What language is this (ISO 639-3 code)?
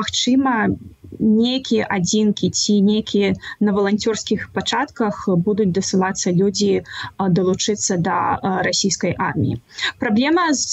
bel